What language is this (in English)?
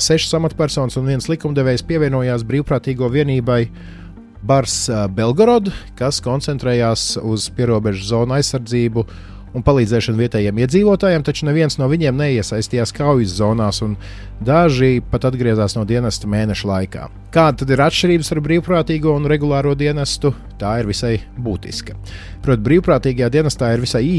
Latvian